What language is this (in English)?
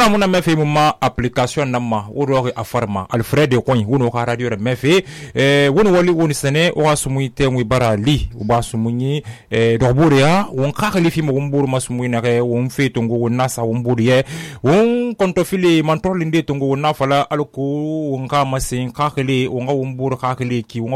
Susu